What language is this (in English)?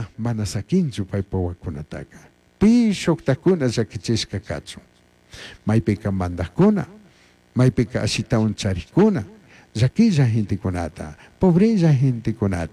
Chimborazo Highland Quichua